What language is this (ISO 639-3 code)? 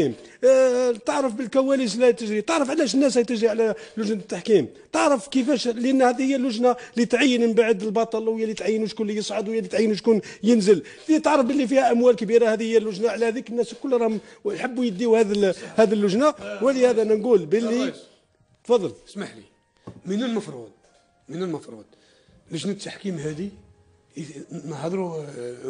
arq